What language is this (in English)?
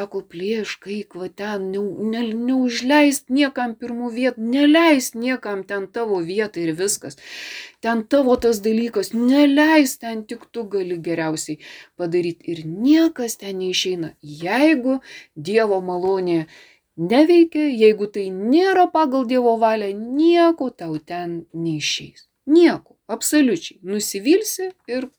Lithuanian